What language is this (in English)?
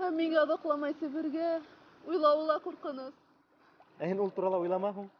Bashkir